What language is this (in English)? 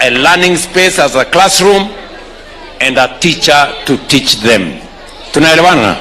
Gusii